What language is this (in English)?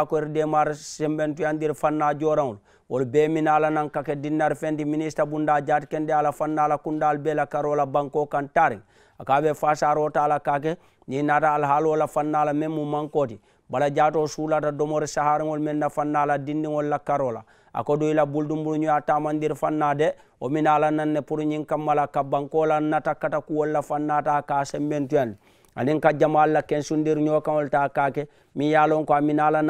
Mandingo